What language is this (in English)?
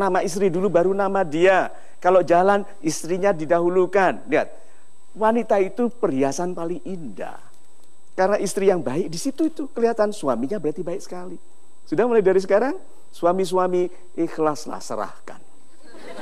Indonesian